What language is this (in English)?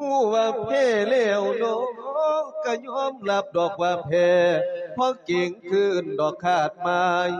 Lao